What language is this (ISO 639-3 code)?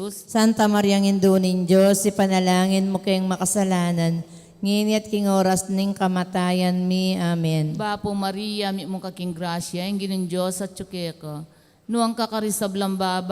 pam